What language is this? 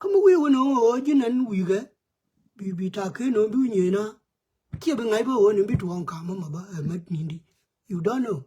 Nuer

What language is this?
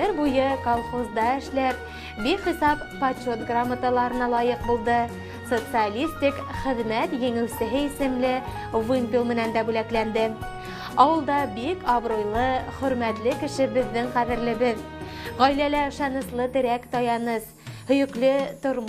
Bashkir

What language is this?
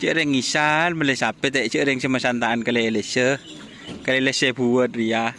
Madurese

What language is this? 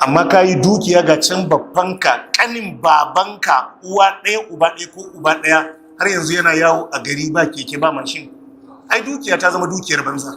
Hausa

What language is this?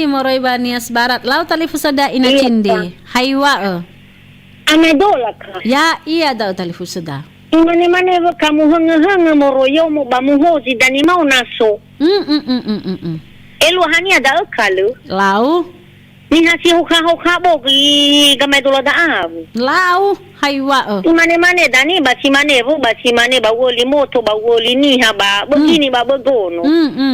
Nias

